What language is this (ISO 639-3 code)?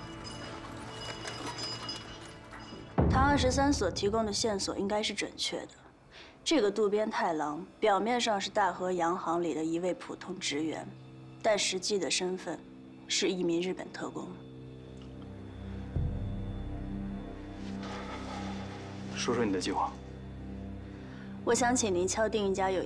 zho